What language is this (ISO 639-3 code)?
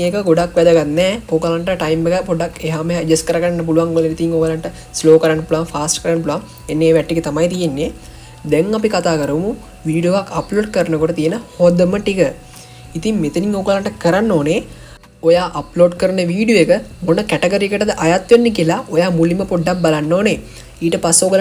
sin